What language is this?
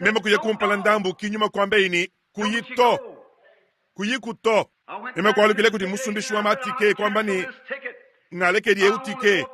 Luba-Lulua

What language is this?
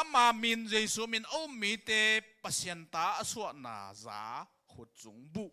Tedim Chin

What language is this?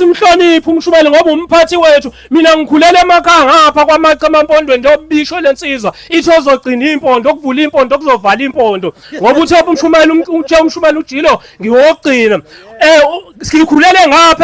Zulu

